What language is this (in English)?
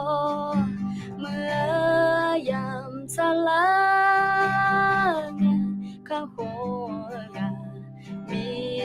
Akha